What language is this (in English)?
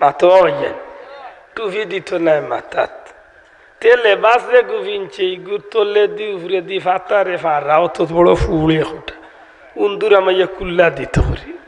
Sylheti